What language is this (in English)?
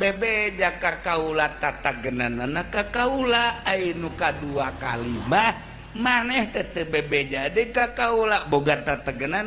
Sundanese